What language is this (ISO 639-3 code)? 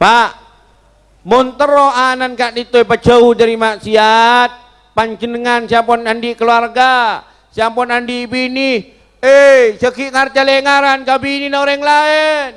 mad